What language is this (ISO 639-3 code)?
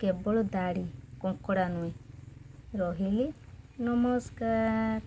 ori